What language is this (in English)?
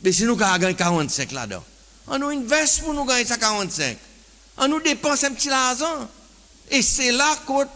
Seselwa Creole French